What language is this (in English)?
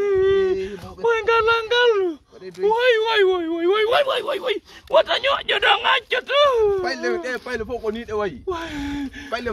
Fula